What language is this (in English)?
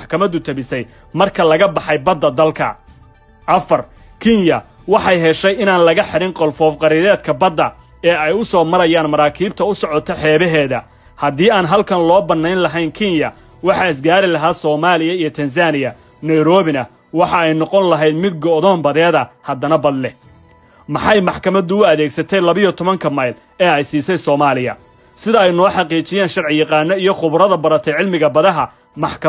Somali